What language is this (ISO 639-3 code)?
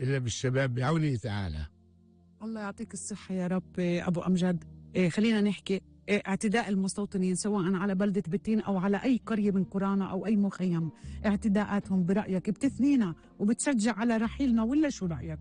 apc